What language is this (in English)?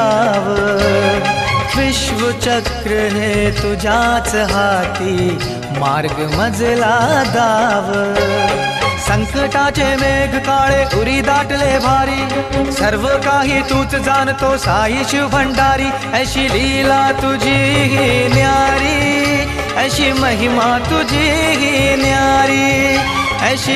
Marathi